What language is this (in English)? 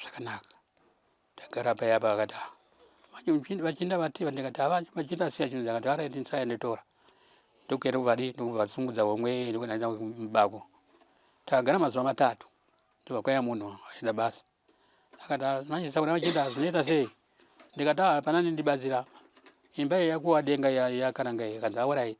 Shona